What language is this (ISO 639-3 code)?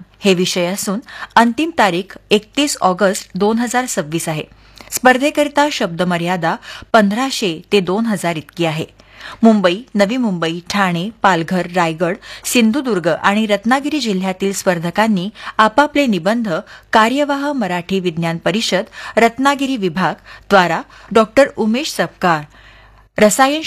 mar